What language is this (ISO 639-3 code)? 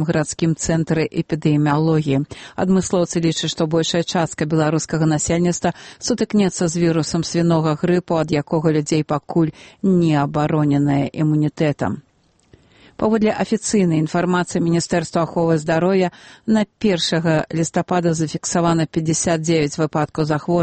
bel